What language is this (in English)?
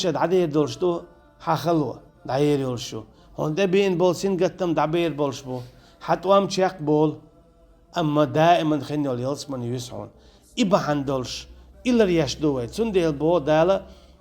Chechen